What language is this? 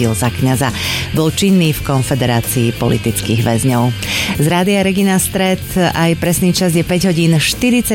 Slovak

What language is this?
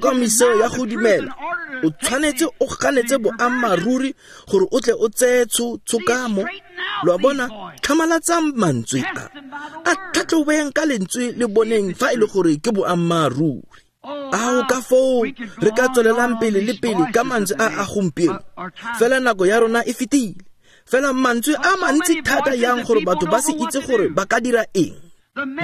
Tswana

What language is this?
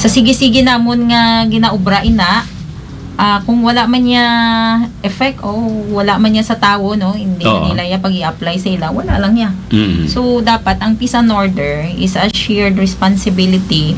Hiligaynon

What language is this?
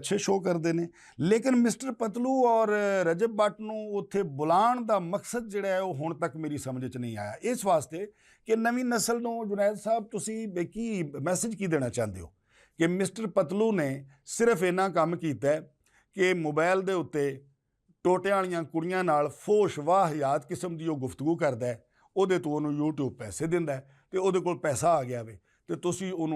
Western Panjabi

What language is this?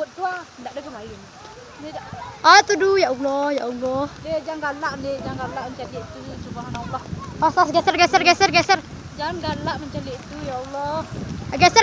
Minangkabau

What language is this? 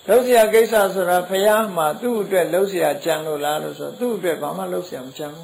Burmese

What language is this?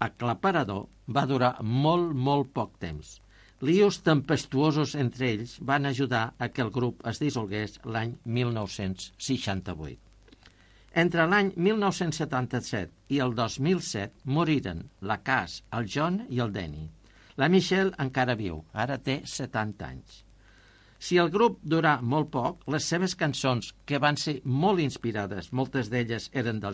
Catalan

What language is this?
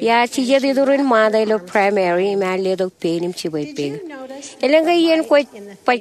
Marshallese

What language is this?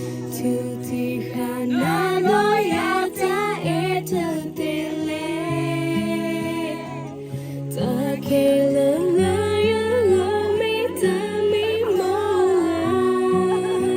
S'gaw Karen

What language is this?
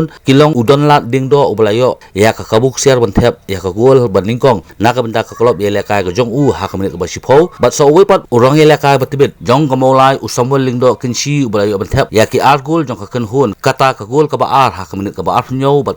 Khasi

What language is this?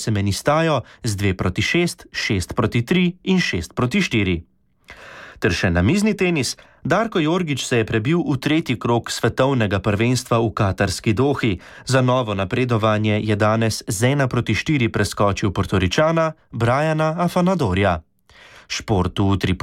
Slovenian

